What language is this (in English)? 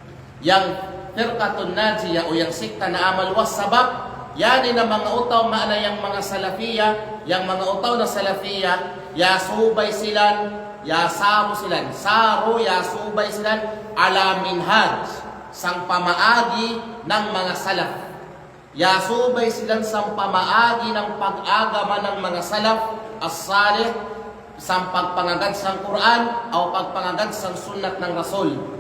Kalagan